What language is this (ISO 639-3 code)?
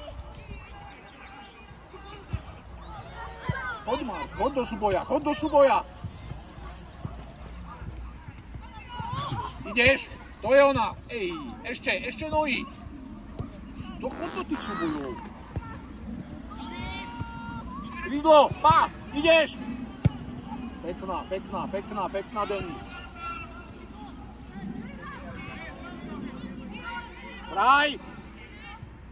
slk